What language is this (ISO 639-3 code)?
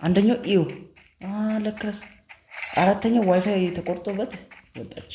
amh